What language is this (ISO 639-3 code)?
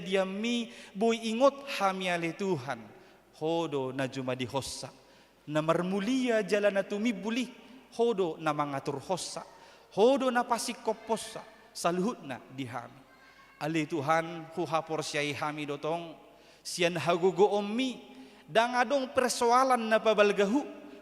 bbc